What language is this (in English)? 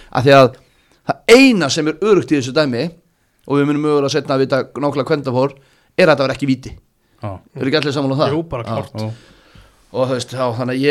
Icelandic